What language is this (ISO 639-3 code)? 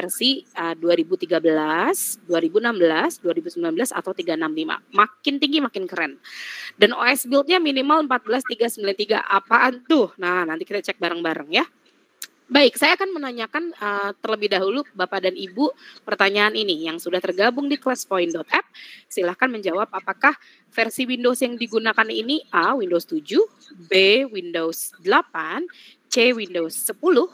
ind